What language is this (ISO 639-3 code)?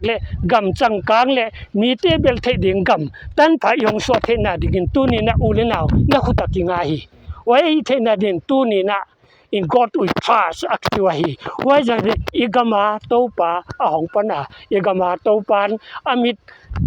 pck